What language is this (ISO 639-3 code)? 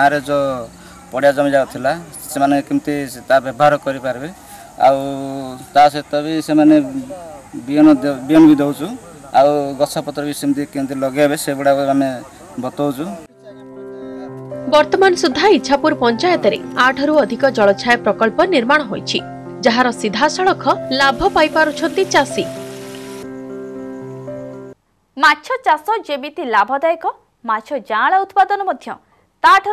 ori